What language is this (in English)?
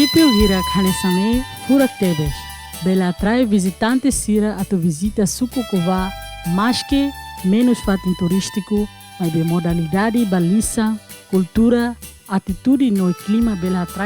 Tetum